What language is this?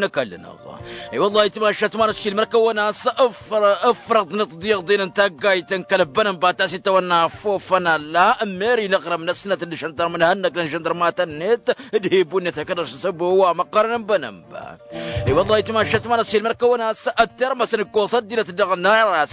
Tamasheq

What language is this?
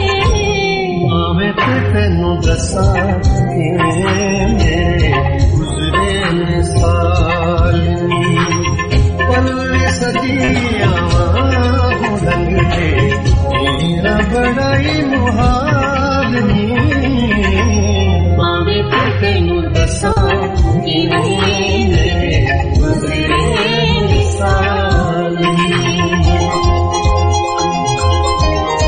Punjabi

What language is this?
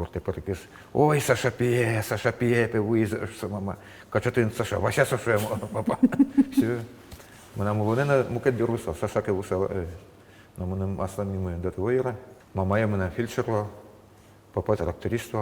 Udmurt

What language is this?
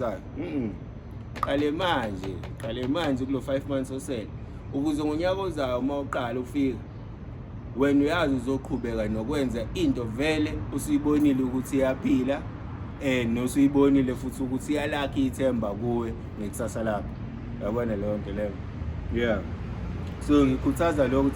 Zulu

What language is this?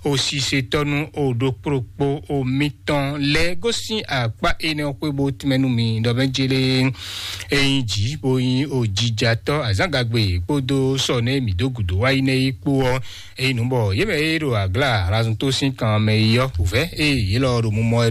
Fon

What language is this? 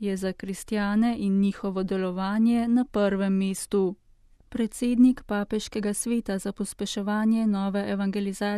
Slovenian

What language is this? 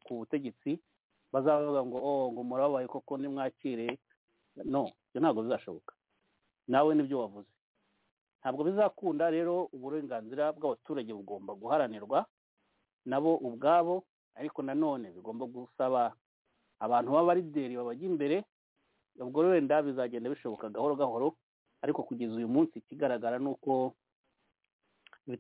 Kinyarwanda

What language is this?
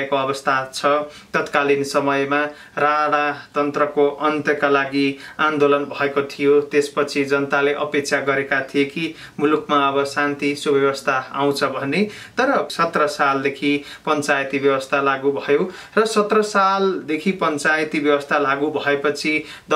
Nepali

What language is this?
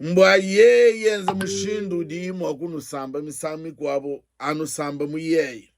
Luba-Lulua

